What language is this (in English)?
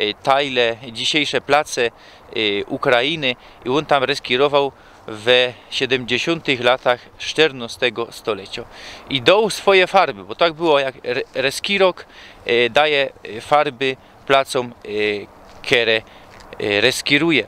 Silesian